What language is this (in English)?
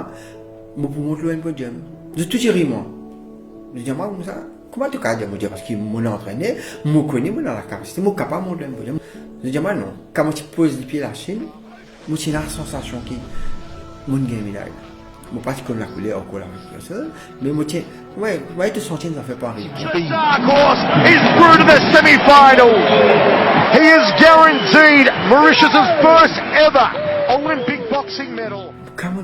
Morisyen